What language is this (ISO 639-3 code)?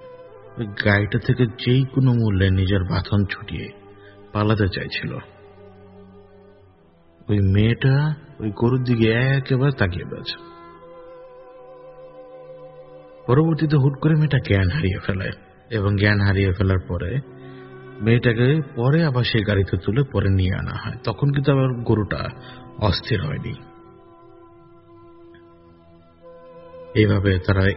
ben